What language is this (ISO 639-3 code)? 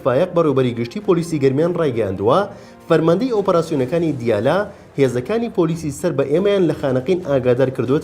ckb